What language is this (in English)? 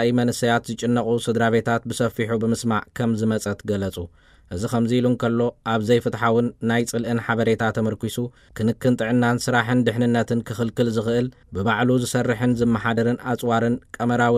Tigrinya